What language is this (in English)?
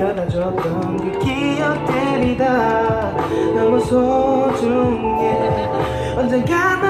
Korean